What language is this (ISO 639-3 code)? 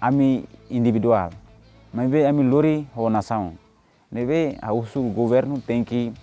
tet